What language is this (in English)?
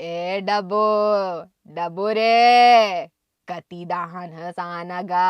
Chhattisgarhi